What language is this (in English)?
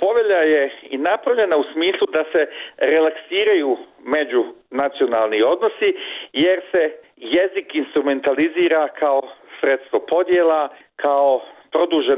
Bosnian